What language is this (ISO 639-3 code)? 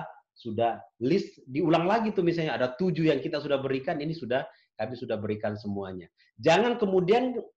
ind